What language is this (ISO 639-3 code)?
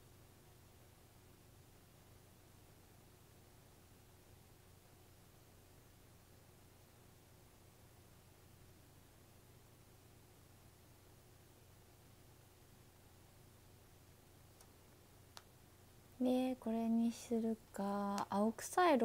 jpn